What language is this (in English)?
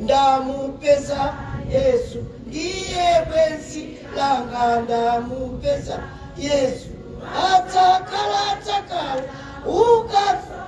Nyanja